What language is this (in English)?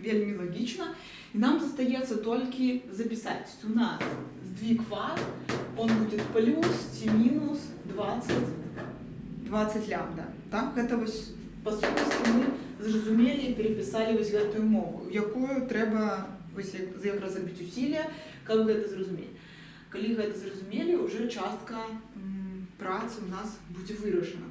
Belarusian